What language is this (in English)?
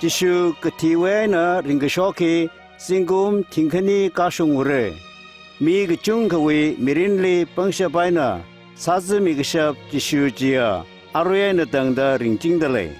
Tangkhul Naga (India)